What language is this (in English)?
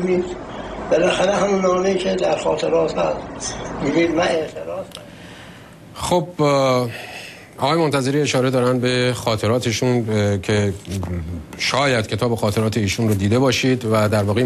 Persian